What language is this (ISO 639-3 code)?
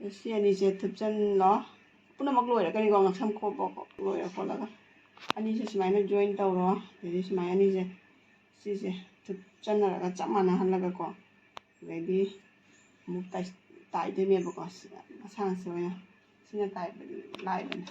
mni